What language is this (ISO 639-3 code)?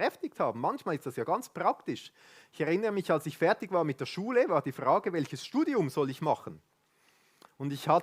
gsw